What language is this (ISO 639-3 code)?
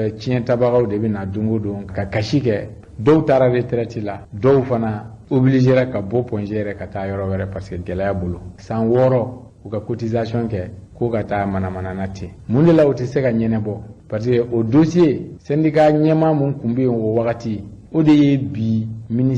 bam